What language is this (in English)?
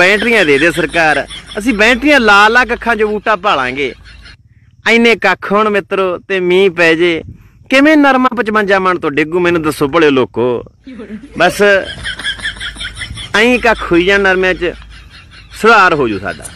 Punjabi